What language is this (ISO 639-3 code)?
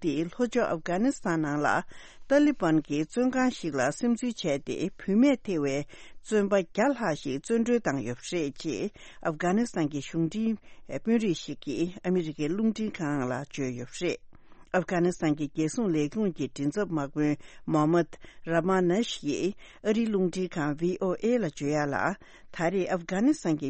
bod